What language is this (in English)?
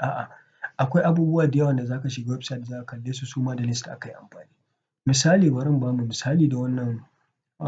Hausa